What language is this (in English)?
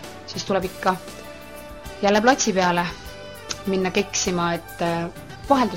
Estonian